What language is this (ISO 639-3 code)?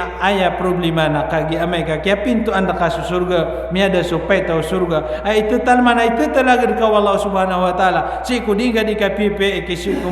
mrw